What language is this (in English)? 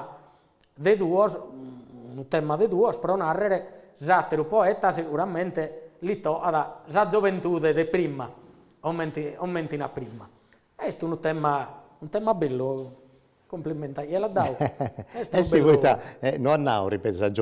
Sardinian